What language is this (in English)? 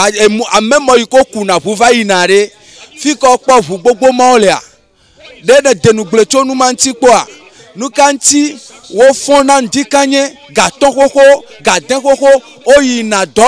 Ewe